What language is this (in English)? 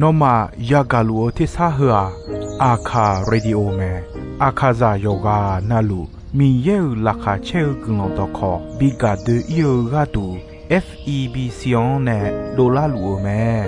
Akha